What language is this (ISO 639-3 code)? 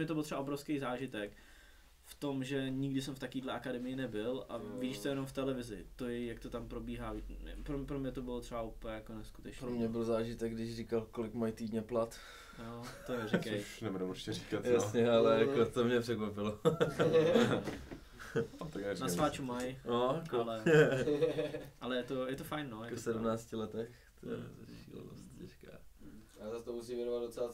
ces